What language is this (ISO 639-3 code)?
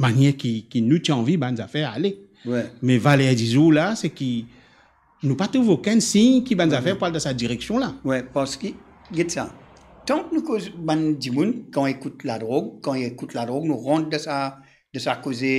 mfe